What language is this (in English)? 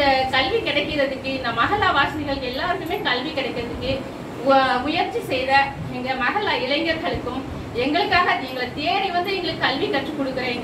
Tamil